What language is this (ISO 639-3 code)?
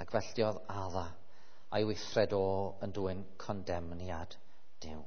cym